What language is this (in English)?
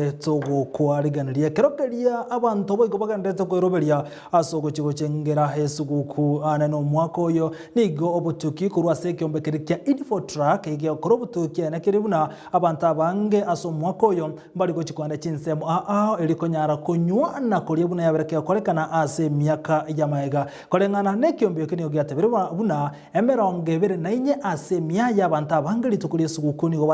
Gusii